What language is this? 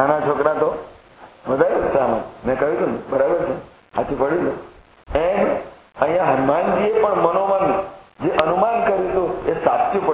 Gujarati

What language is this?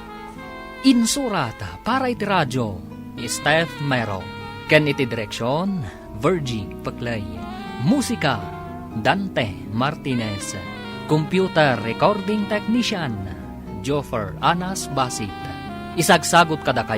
Iloko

